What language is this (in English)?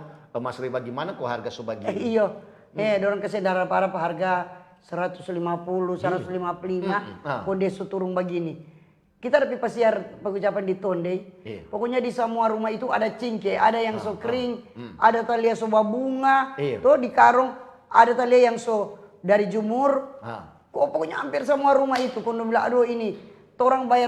Manado Malay